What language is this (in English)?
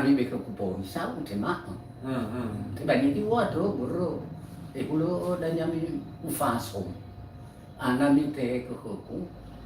Nias